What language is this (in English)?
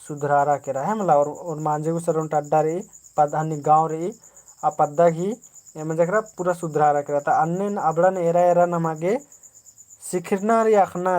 Kurukh